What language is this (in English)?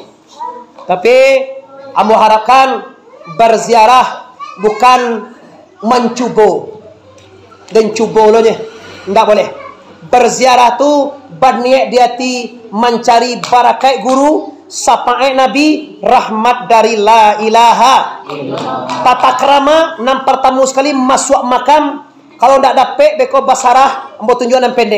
Minangkabau